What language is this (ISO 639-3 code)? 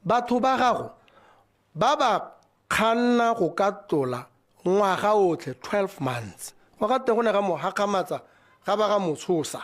tsn